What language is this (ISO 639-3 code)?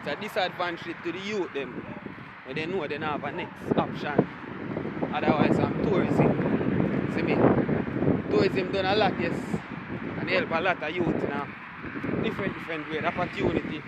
jam